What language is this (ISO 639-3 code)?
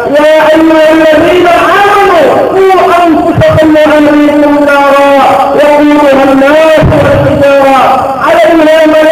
mrw